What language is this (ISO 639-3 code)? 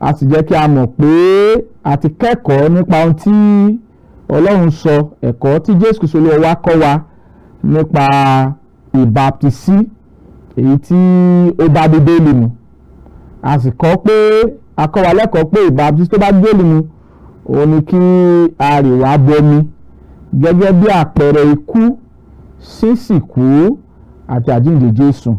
yor